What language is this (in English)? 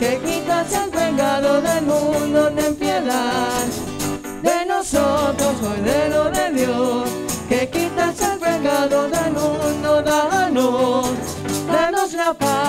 Spanish